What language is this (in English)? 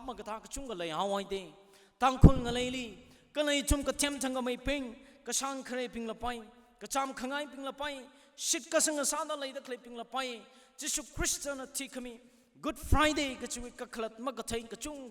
Tangkhul Naga (India)